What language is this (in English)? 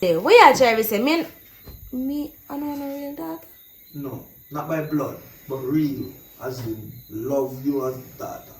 Jamaican Creole English